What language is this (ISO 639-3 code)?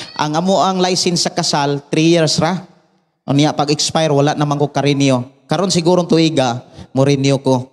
ceb